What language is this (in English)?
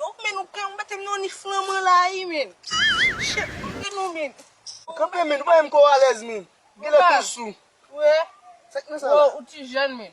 Haitian Creole